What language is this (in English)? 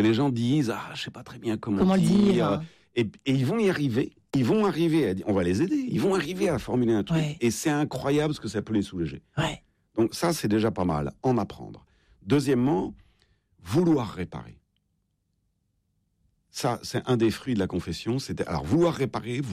French